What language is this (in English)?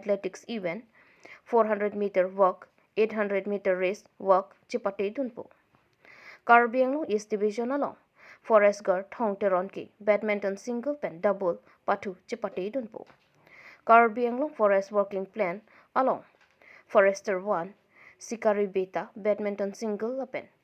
Karbi